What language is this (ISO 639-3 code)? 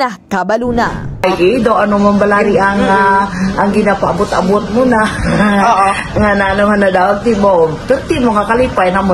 hil